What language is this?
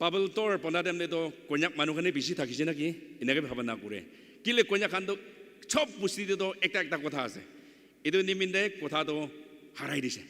Naga Pidgin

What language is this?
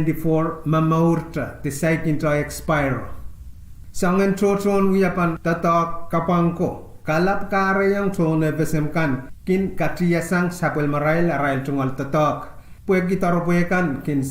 Pohnpeian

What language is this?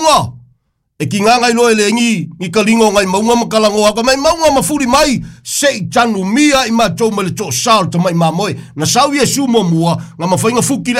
Samoan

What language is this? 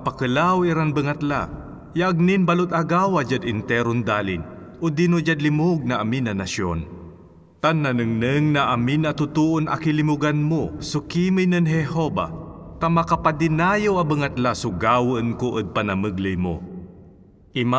Pangasinan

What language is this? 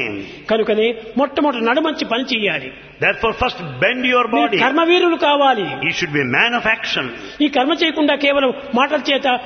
Telugu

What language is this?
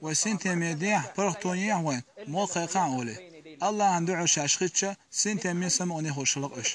Chechen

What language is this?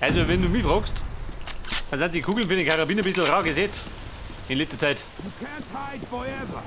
Bavarian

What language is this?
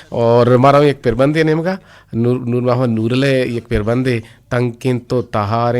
Eastern Balochi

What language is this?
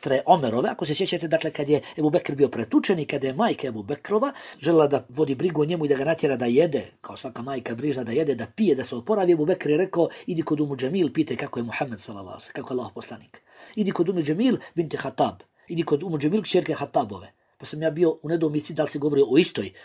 Bosnian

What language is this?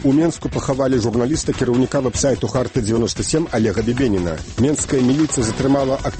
Belarusian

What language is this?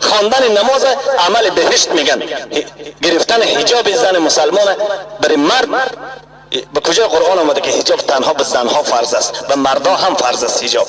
Persian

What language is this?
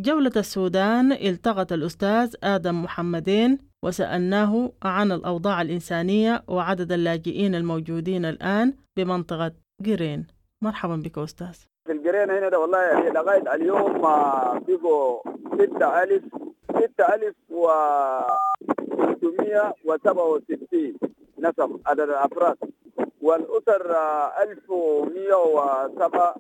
Sudanese Arabic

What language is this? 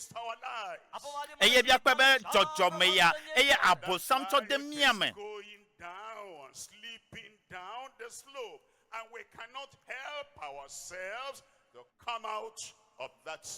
Ewe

